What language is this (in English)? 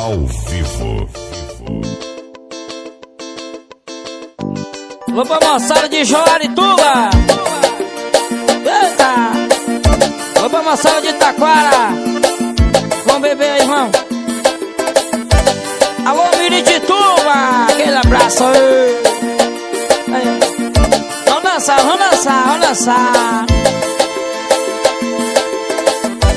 Portuguese